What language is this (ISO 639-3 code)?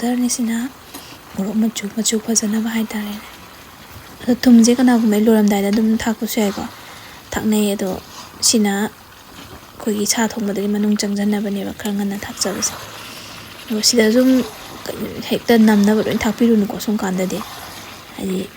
mni